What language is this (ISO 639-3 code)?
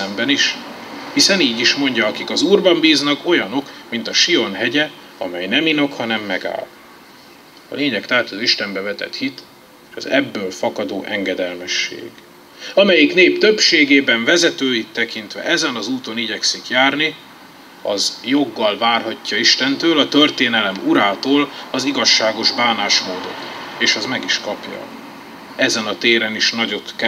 hun